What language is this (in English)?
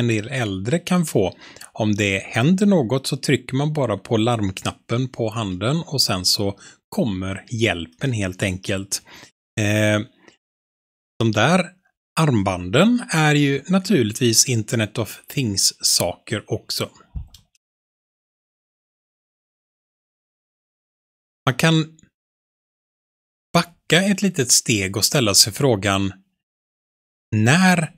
Swedish